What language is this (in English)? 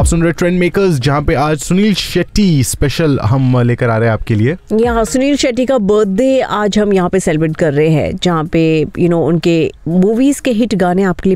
Hindi